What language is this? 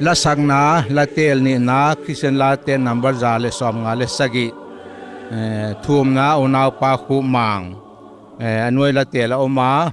Paite Chin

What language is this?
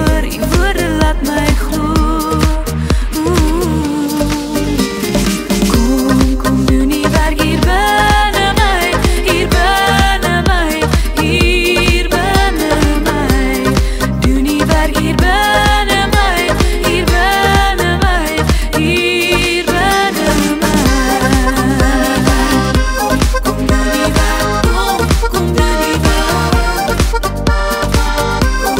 Afrikaans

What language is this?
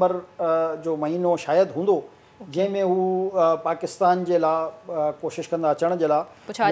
Sindhi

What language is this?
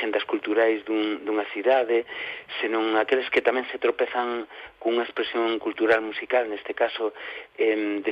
Galician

